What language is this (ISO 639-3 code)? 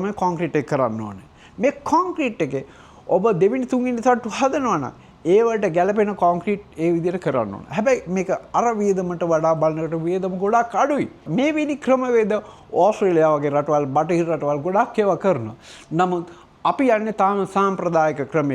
sin